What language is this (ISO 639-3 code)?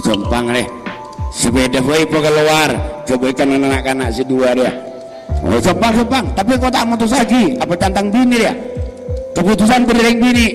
mad